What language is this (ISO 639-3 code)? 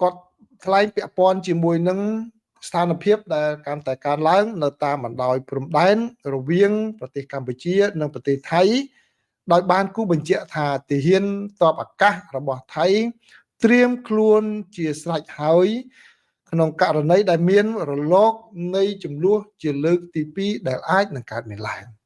khm